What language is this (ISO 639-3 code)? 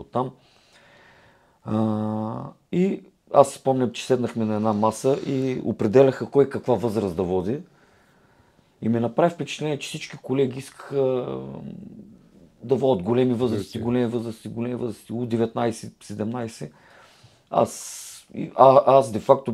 bul